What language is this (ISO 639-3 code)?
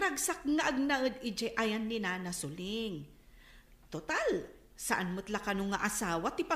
ilo